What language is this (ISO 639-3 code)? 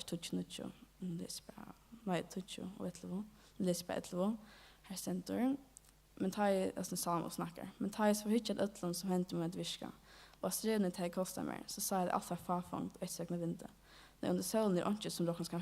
fao